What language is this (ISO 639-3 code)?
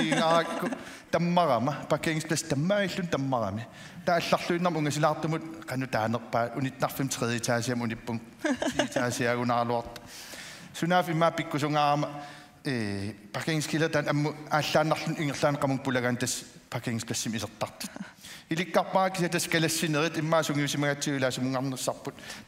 kal